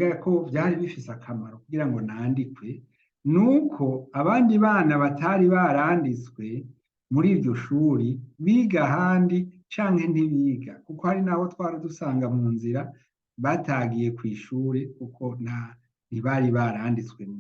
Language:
Rundi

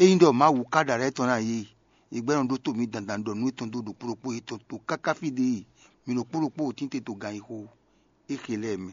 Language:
Fon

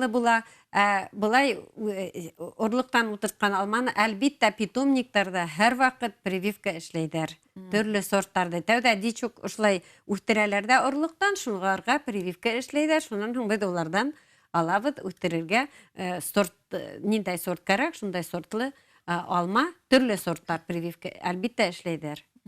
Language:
Bashkir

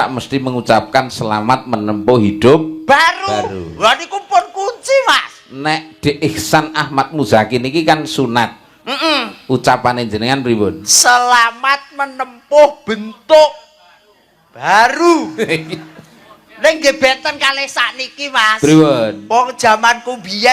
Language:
Javanese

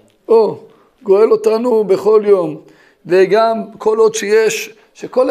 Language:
Hebrew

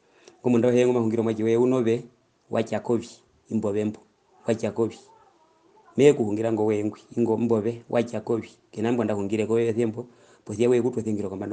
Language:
Herero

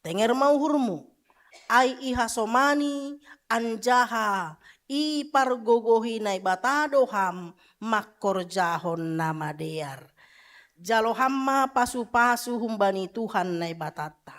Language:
Batak Simalungun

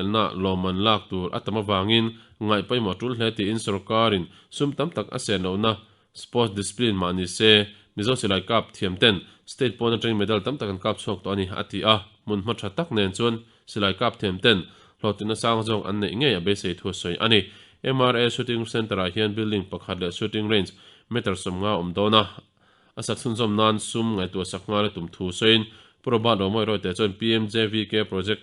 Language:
Mizo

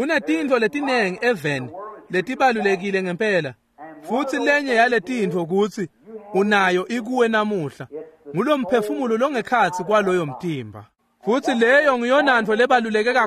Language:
Swati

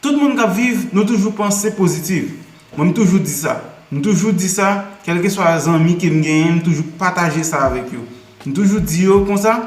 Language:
Haitian Creole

